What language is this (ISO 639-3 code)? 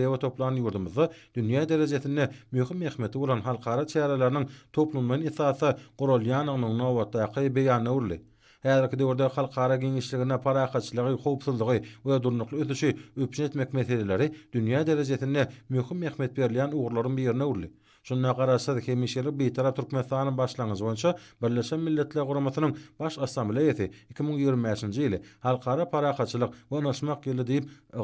tuk